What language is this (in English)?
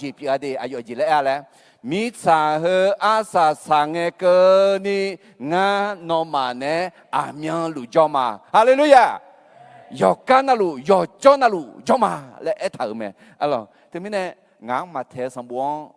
Akha